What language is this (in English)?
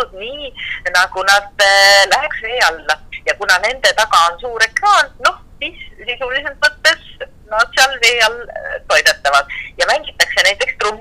Estonian